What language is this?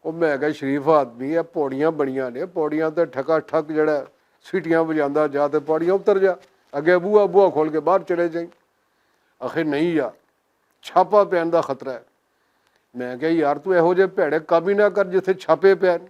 Western Panjabi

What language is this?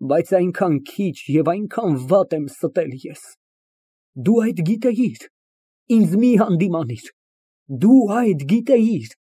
Armenian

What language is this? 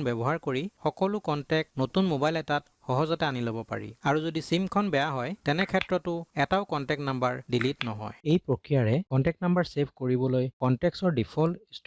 Assamese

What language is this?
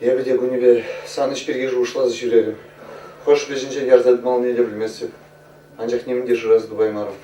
Chuvash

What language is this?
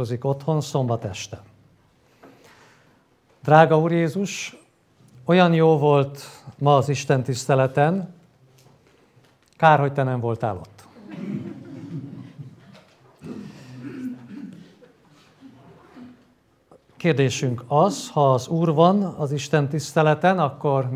Hungarian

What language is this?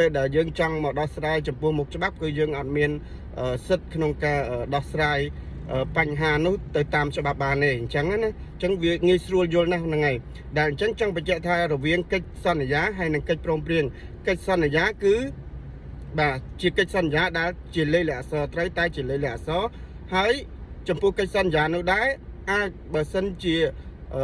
Khmer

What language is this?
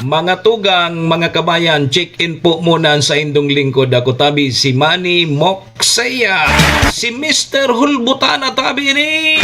Bikol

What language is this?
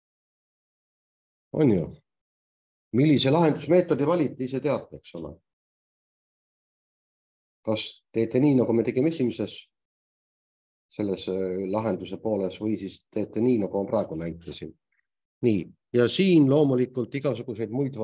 Estonian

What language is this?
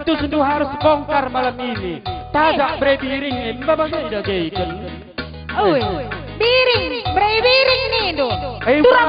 Batak Karo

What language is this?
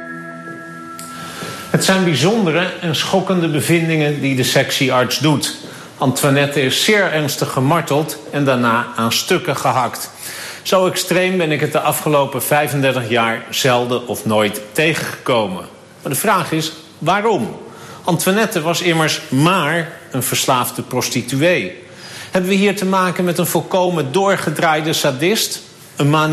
Dutch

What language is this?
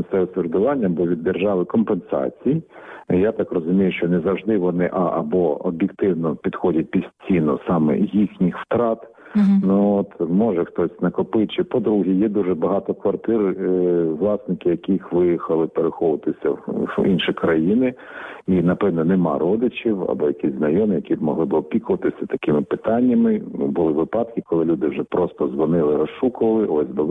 Ukrainian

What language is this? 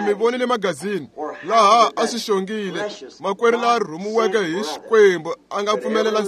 Tsonga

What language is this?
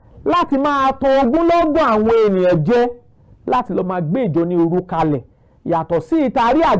Yoruba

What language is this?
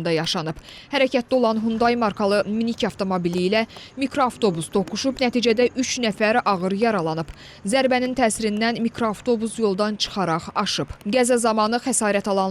Azerbaijani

